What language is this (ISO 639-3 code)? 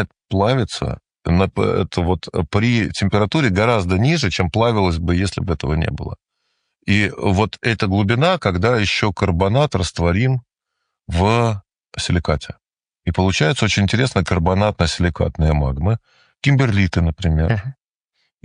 rus